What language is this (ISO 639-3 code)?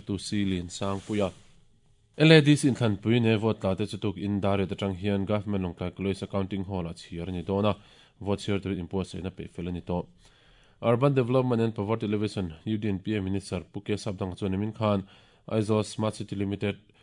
lus